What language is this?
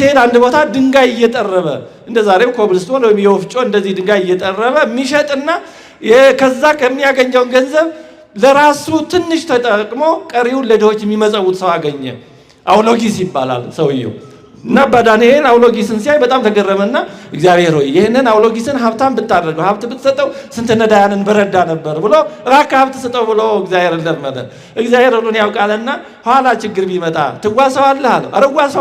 Amharic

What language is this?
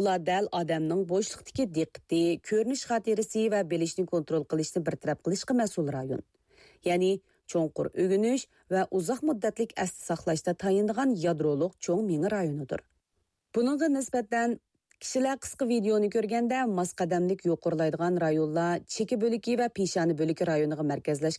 Uyghur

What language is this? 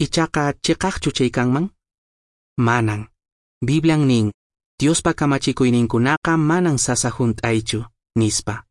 Quechua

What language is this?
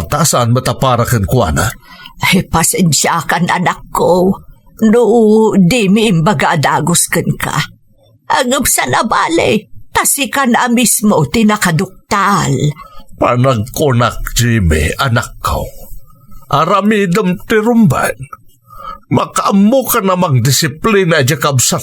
Iloko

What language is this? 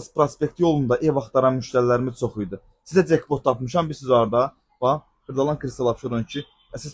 Azerbaijani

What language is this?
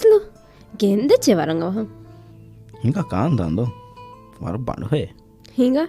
Divehi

